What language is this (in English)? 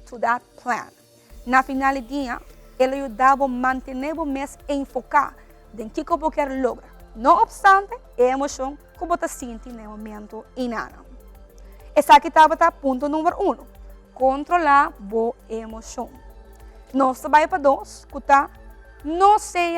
Papiamento